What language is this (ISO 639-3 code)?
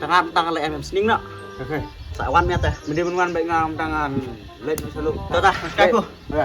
kha